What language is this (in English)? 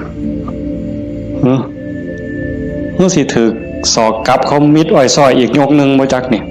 Northeastern Thai